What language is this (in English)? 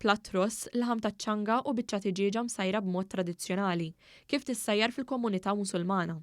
Maltese